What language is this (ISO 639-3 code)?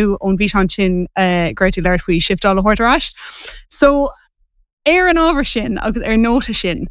gle